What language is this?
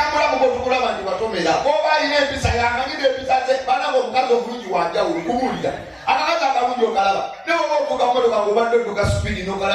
Ganda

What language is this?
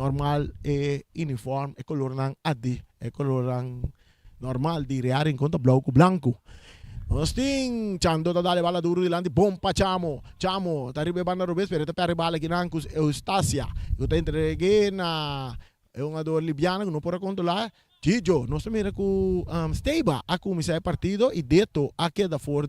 Papiamento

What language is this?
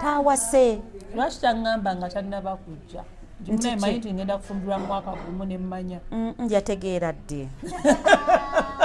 Ganda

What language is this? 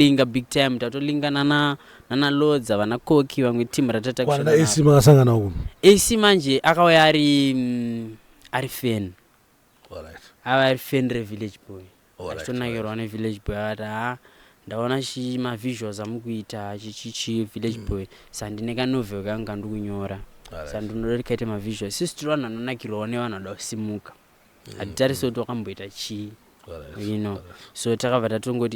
Shona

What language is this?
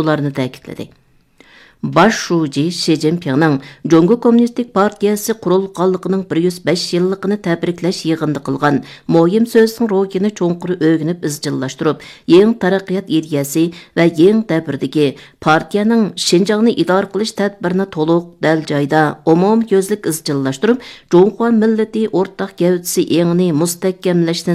Uyghur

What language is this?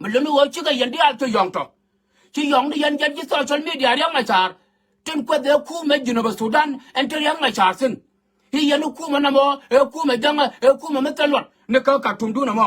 Nuer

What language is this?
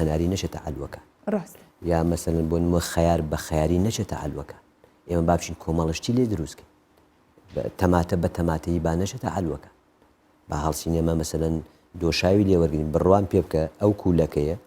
Central Kurdish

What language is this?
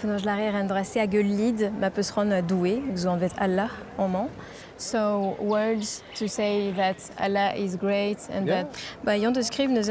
Breton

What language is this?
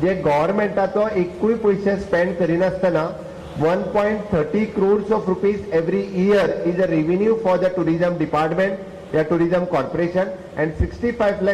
Konkani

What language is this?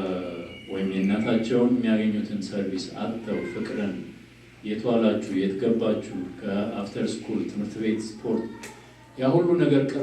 Amharic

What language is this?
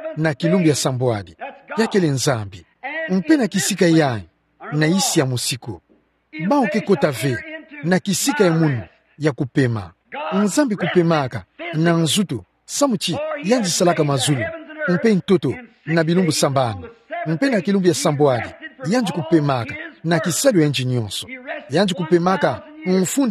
Kituba (Democratic Republic of Congo)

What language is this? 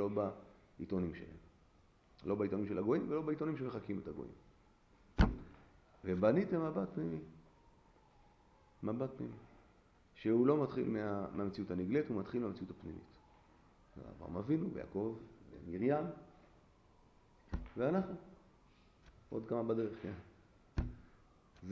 Hebrew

